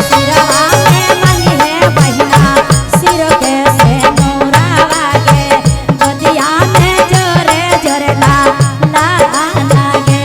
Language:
Magahi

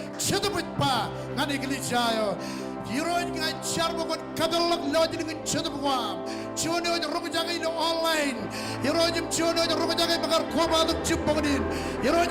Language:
Marshallese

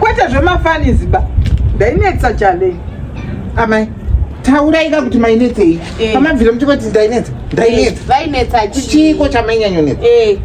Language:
Shona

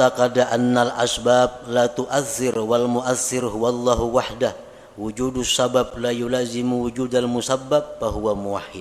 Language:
Banjar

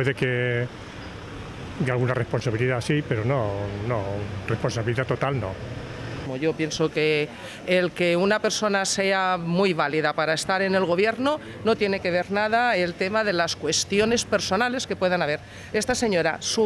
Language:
Spanish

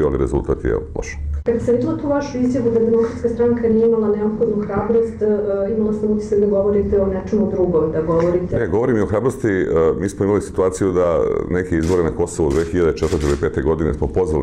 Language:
Serbian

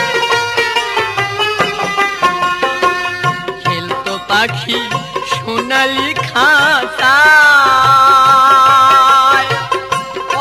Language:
Bangla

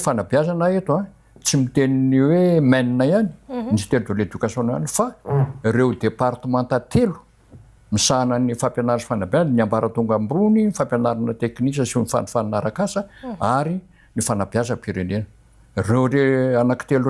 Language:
Malagasy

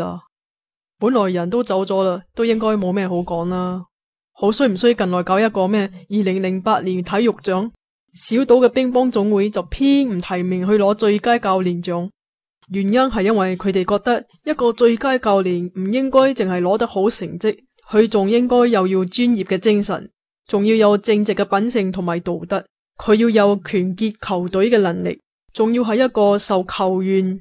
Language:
Cantonese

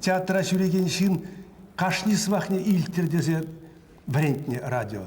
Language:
Chuvash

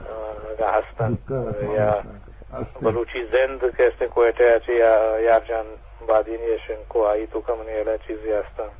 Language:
Eastern Balochi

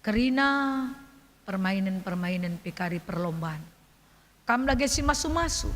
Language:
Batak Karo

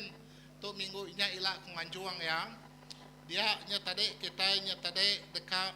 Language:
Iban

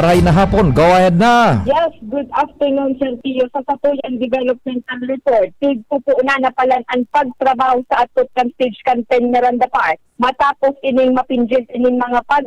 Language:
Bikol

